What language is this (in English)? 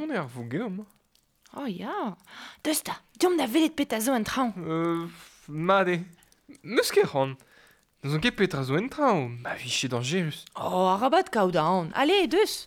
Breton